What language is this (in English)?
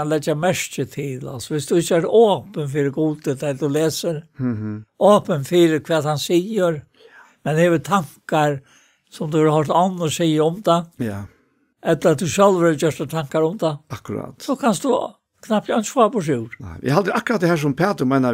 Faroese